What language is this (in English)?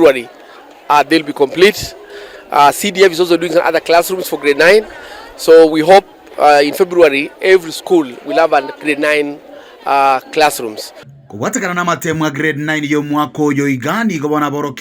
Gusii